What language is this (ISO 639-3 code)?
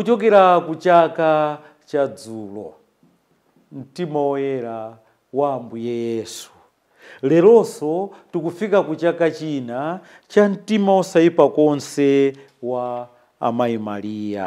nya